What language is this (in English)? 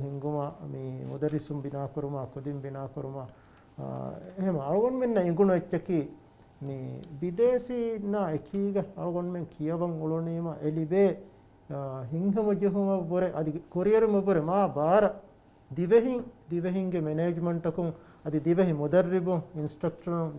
Divehi